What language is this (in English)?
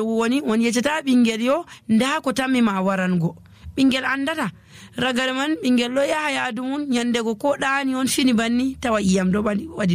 Nigerian Fulfulde